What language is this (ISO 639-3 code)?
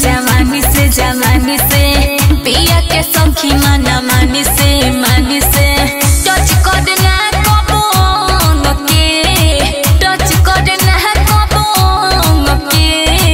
bho